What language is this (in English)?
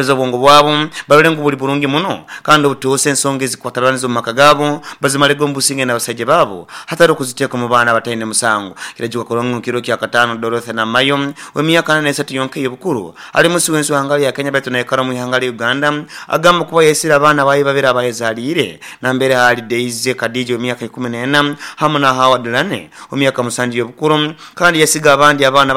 Nyoro